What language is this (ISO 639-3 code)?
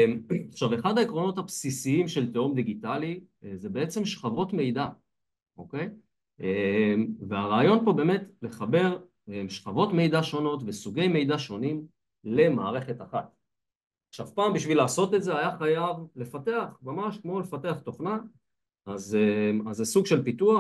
heb